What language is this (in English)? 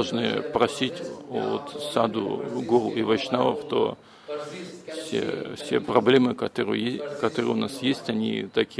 Russian